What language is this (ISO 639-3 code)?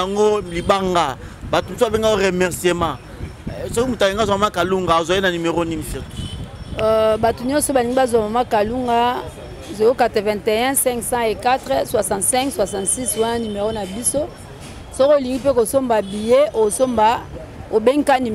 lin